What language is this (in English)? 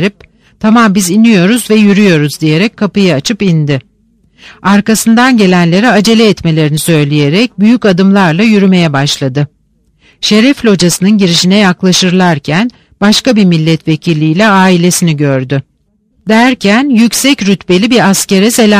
Turkish